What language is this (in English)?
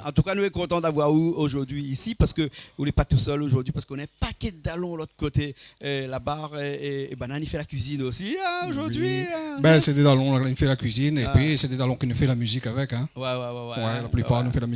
Réunion Creole French